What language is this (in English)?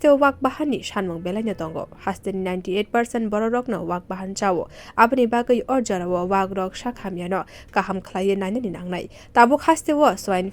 Kok Borok